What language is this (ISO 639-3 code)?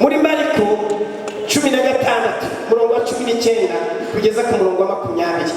kin